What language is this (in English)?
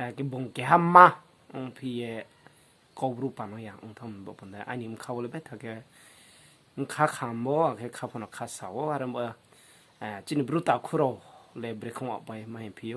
Riang (India)